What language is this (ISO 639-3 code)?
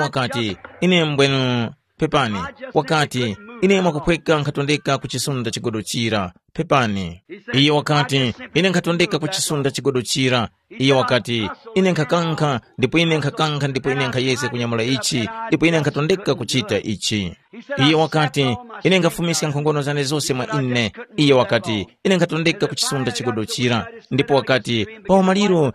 tum